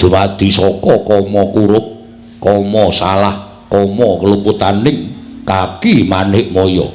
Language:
Javanese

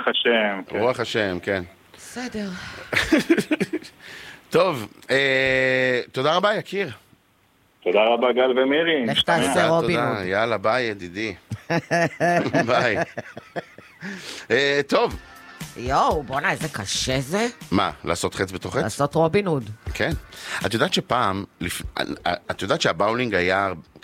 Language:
Hebrew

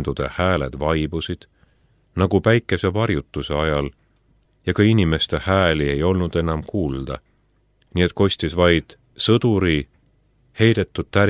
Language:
Estonian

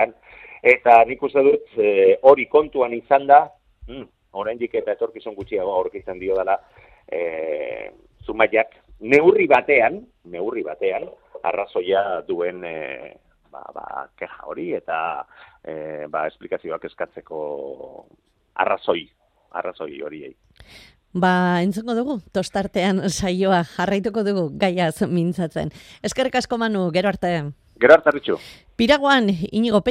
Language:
Basque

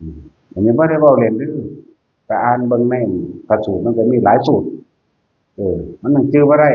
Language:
Northeastern Thai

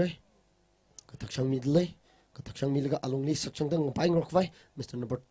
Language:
Tangkhul Naga (India)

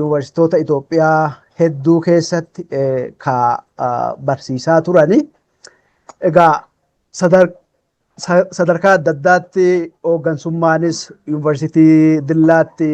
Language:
Oromo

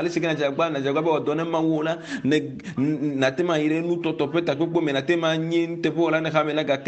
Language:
Ewe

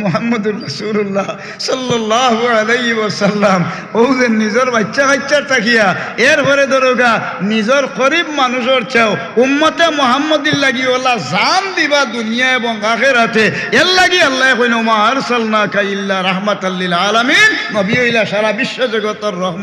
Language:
Sylheti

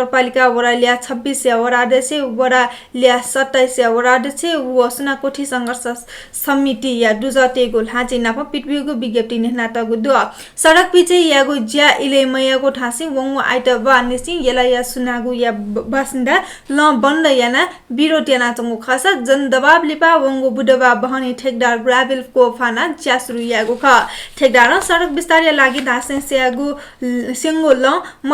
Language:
Newari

